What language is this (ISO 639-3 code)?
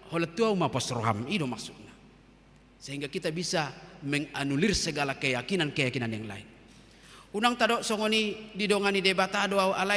bbc